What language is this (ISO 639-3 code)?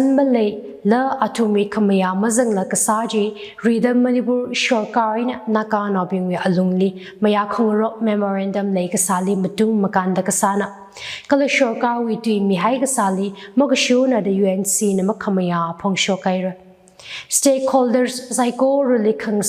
nmf